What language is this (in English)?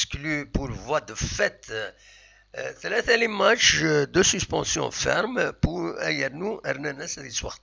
Kabyle